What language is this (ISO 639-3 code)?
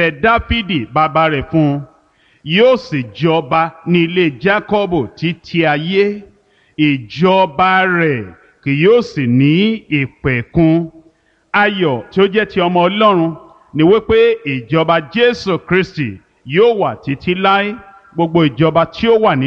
yor